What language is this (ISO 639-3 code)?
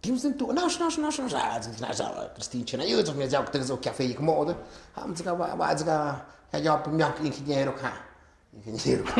mxp